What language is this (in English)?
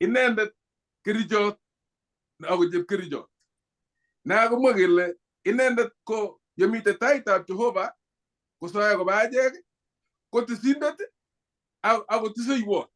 Kalenjin